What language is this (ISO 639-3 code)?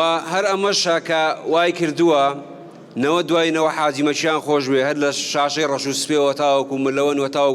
ckb